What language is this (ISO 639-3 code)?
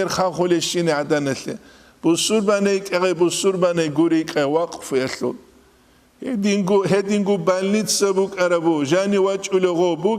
ava